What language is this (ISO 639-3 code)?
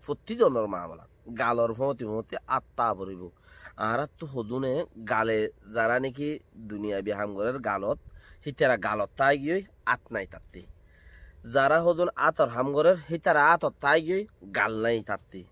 rhg